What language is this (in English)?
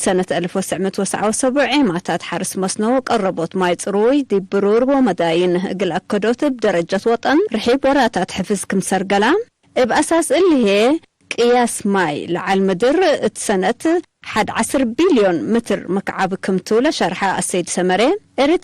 Tigre